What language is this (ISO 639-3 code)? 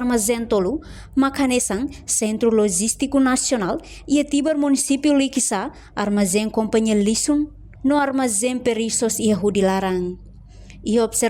tet